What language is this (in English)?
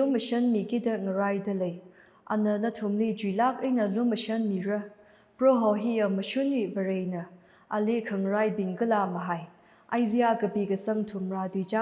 Tangkhul Naga (India)